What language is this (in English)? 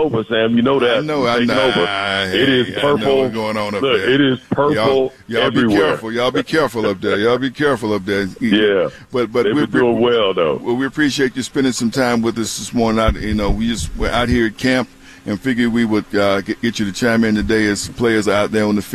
English